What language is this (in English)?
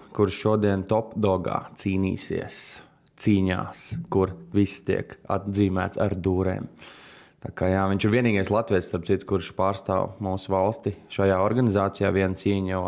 Latvian